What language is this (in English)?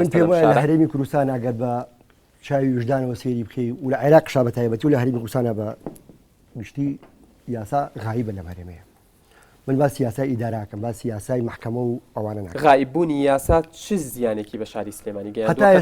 Central Kurdish